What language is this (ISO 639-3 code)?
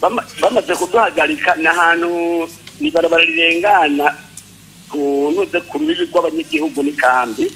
run